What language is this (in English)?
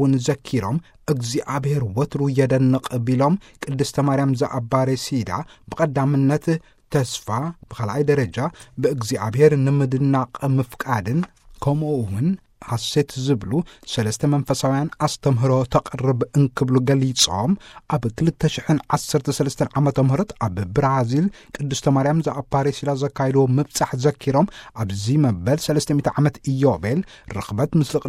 Tigrinya